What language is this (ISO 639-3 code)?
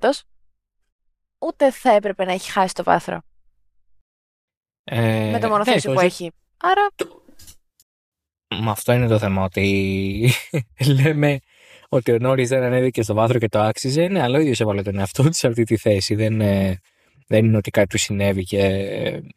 ell